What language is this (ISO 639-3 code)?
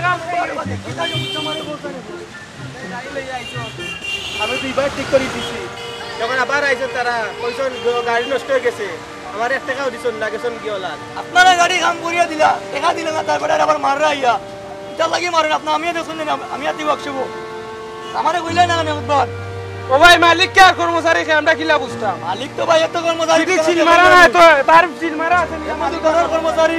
syl